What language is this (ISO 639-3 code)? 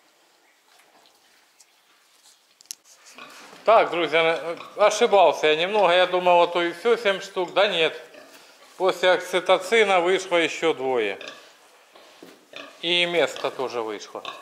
rus